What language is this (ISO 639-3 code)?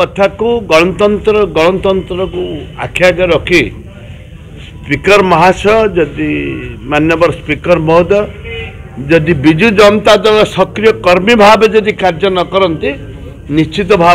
ori